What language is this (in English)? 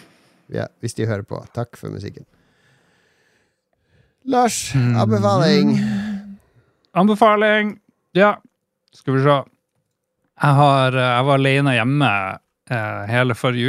Norwegian